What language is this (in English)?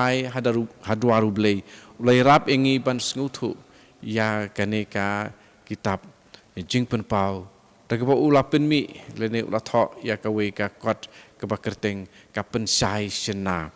Khasi